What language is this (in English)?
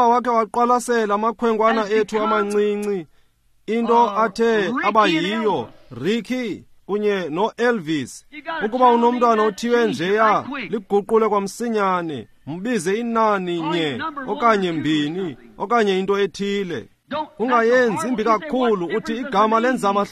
Xhosa